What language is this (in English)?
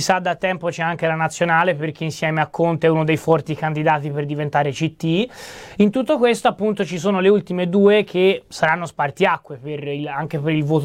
Italian